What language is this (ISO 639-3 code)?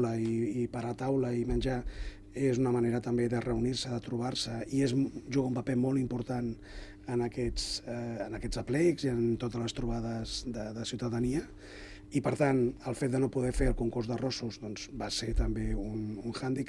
cat